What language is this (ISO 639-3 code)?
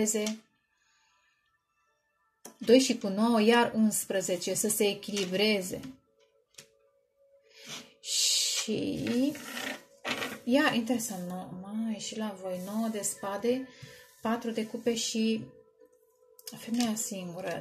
ron